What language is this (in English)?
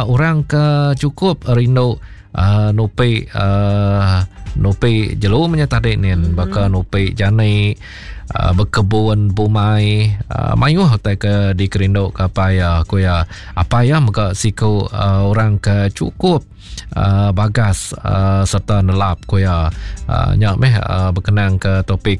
Iban